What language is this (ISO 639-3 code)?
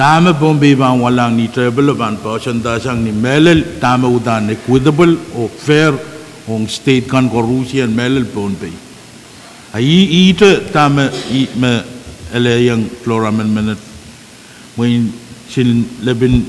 pon